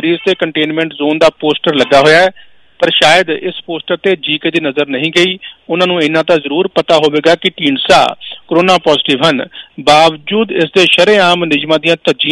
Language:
Punjabi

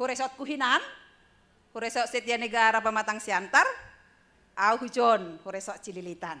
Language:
Batak Simalungun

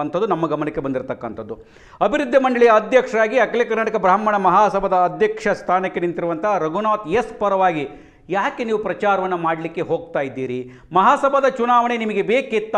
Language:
Kannada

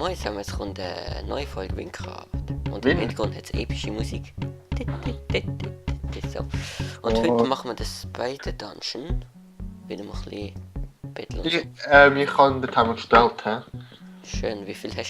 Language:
Swiss German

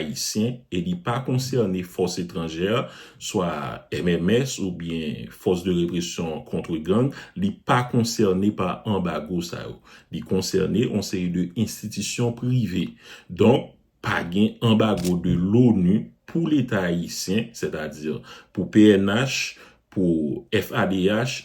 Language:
Haitian Creole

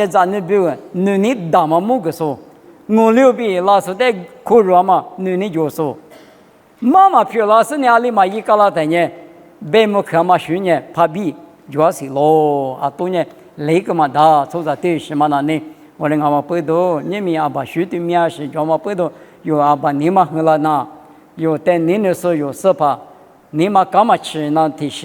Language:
Lisu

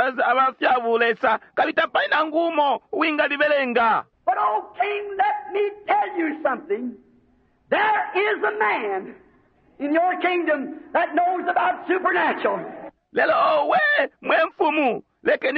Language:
Bemba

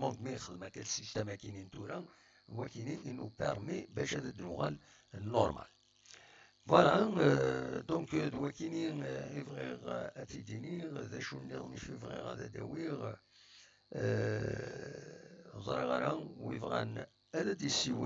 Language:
Kabyle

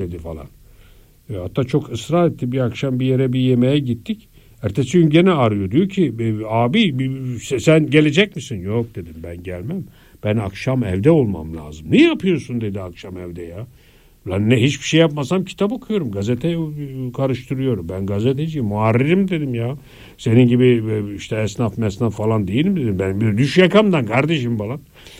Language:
Turkish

